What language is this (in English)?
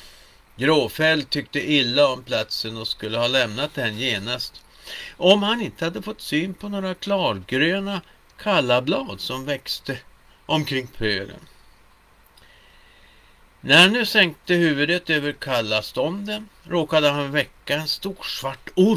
Swedish